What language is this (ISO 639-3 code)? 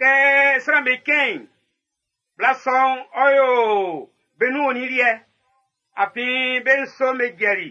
bci